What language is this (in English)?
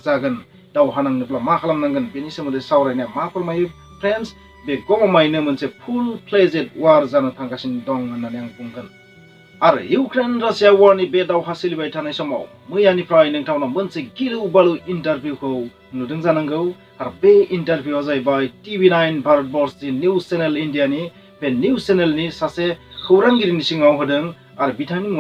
Bodo